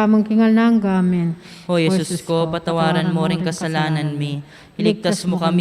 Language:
Pampanga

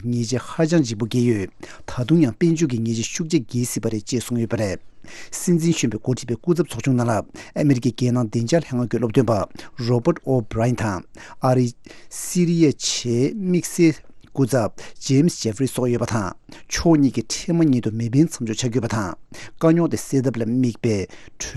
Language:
Tibetan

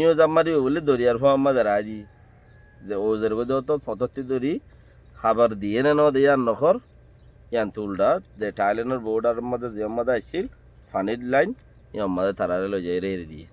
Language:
Rohingya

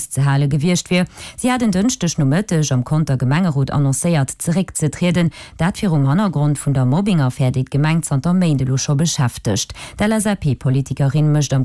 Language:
Luxembourgish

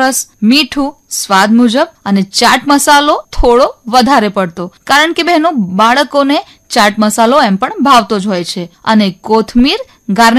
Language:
Gujarati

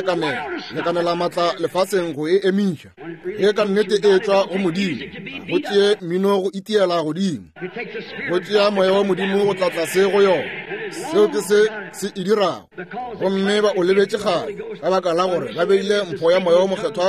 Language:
Northern Sotho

